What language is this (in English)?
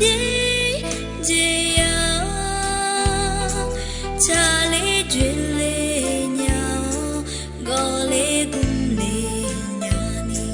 Akha